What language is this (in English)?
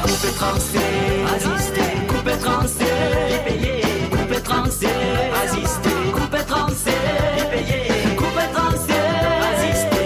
Morisyen